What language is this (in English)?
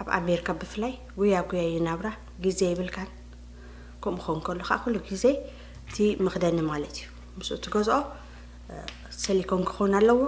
Tigrinya